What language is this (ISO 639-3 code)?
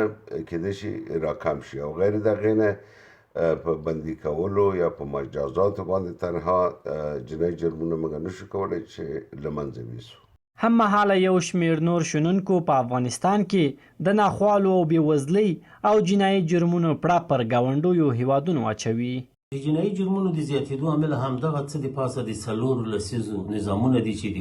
pus